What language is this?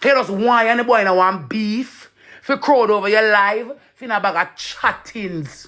Jamaican Creole English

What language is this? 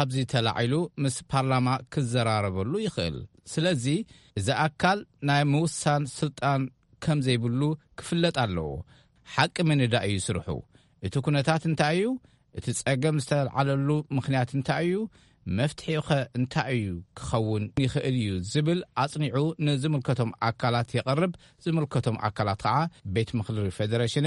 Tigrinya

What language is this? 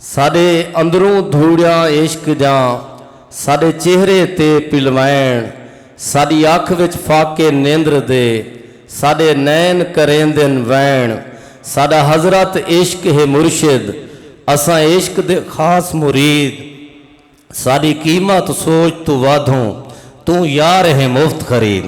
Saraiki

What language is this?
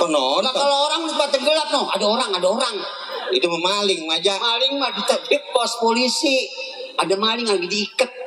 Betawi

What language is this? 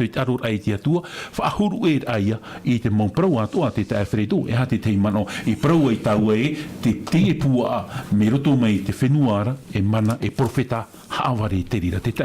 Tahitian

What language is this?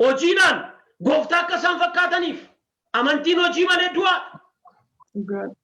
Oromo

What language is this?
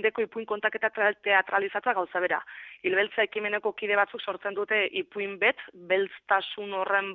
Basque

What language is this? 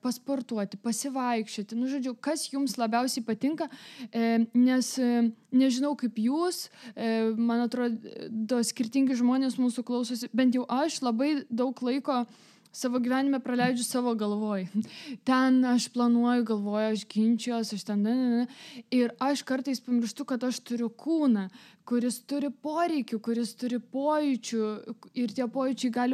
Lithuanian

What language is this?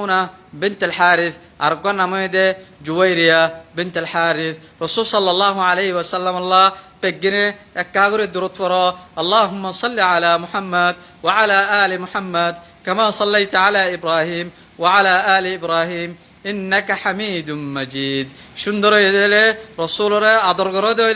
Rohingya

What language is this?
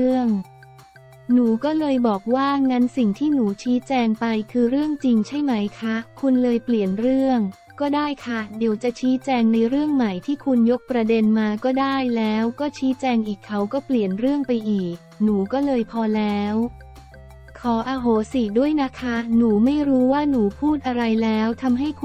Thai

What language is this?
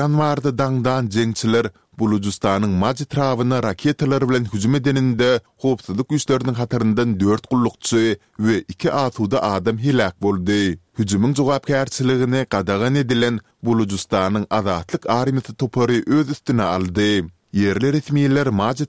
Turkmen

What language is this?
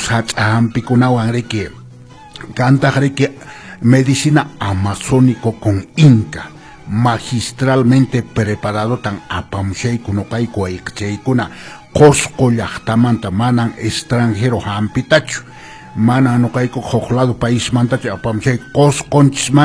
Quechua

